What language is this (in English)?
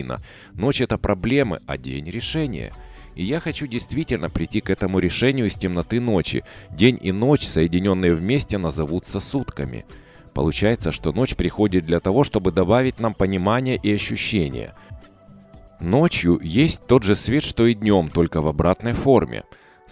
Russian